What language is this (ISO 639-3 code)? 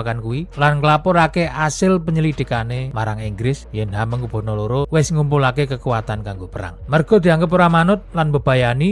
jav